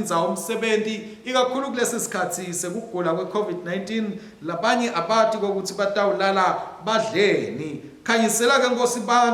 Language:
Swati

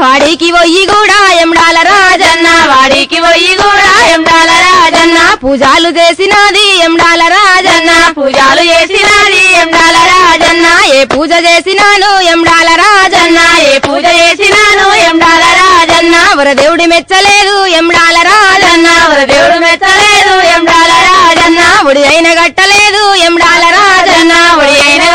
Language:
Telugu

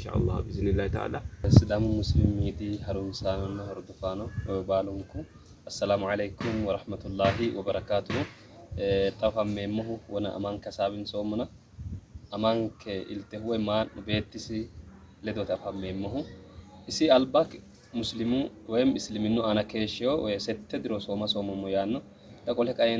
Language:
Sidamo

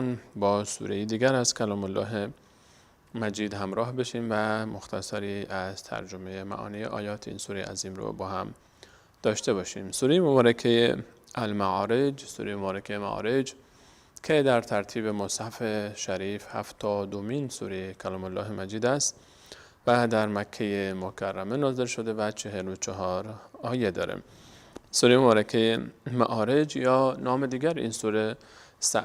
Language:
Persian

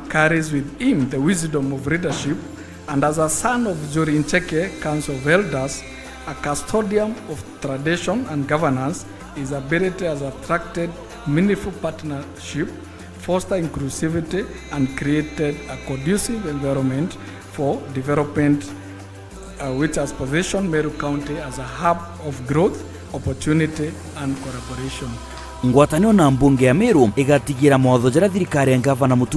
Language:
Meru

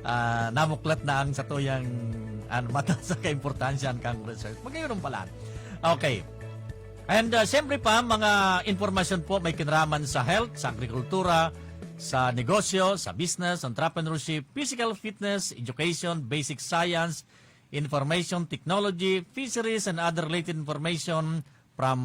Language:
Bikol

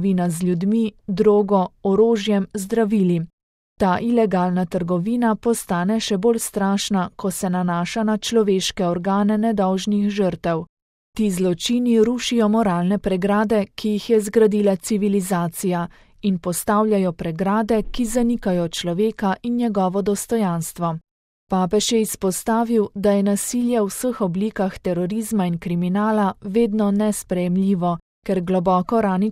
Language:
Slovenian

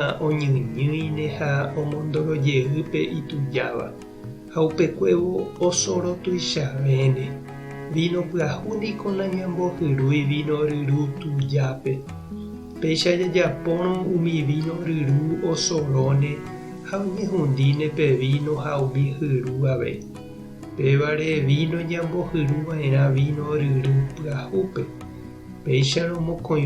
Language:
Guarani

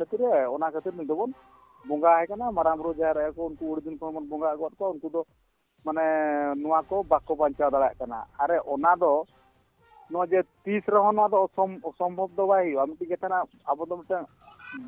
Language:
Santali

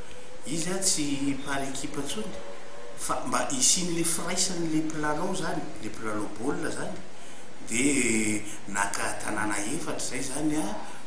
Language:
Malagasy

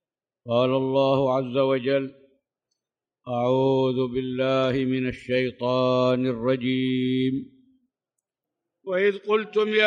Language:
Arabic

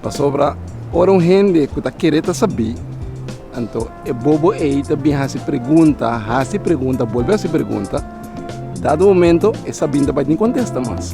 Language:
Papiamento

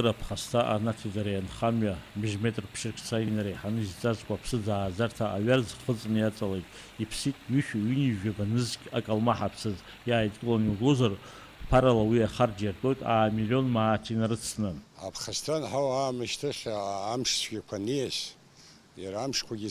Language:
Abkhazian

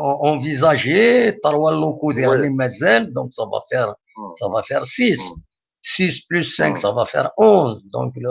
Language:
Algerian Arabic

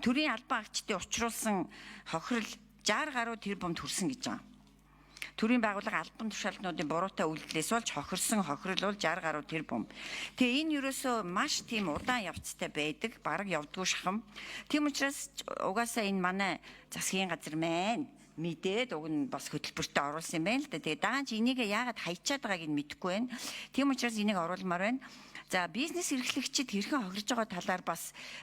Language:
Mongolian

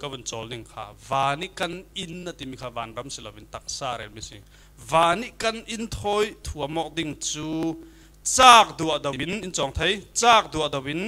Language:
Falam Chin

